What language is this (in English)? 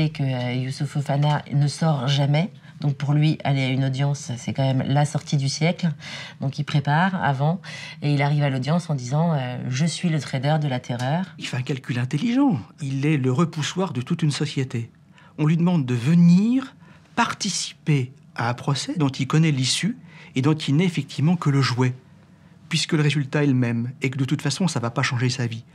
French